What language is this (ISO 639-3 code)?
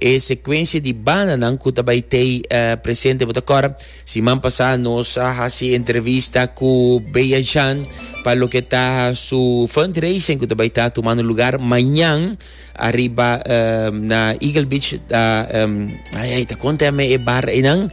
pap